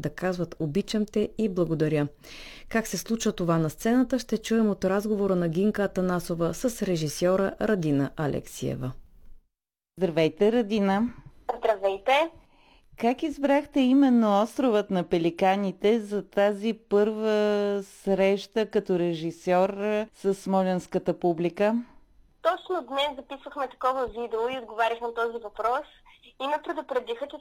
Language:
Bulgarian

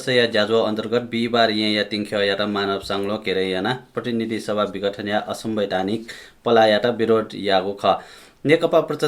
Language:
Newari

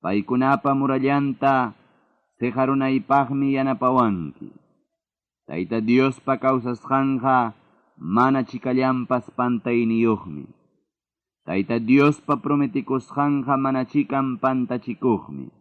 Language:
Ayacucho Quechua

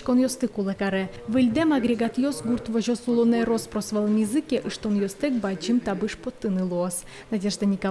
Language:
Udmurt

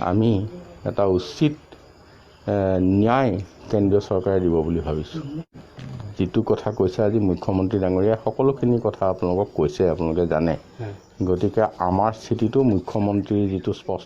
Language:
Assamese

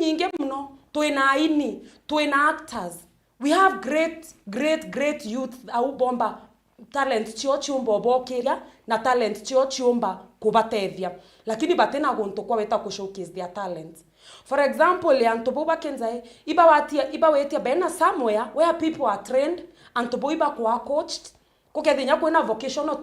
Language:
Meru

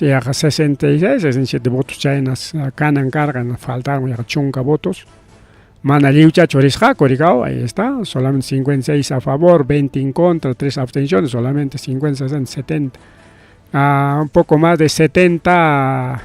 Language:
Ayacucho Quechua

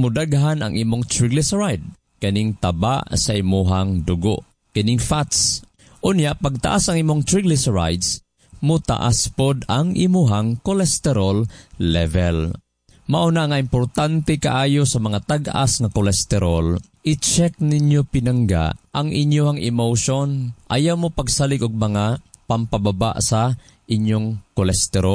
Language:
Cebuano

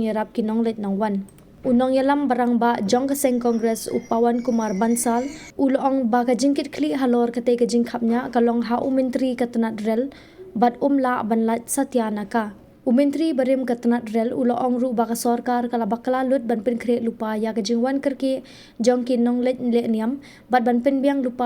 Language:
Khasi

